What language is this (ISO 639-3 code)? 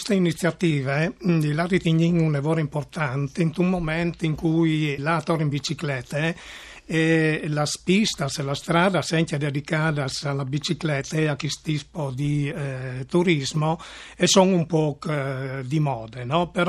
fur